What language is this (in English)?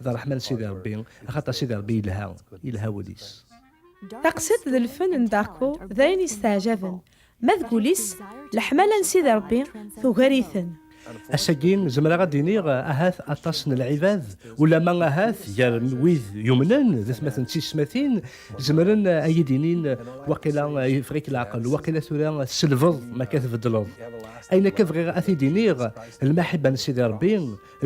Kabyle